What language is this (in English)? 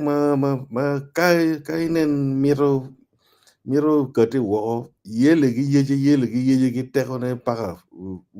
Acoli